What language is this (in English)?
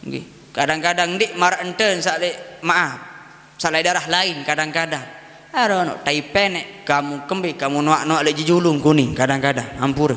Sasak